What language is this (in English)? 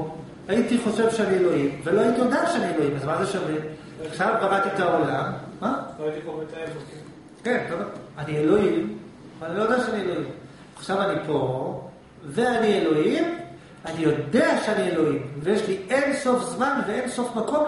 Hebrew